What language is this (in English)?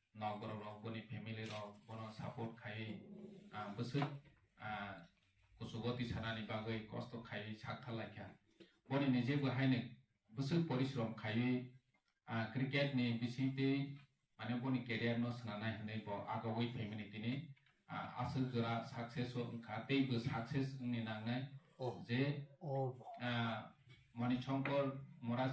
Kok Borok